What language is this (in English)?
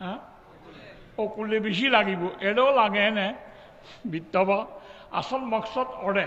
Rohingya